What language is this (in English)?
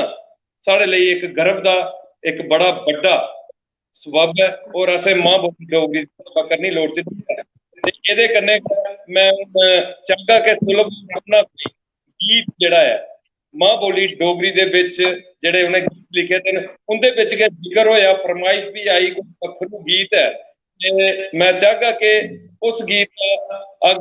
Dogri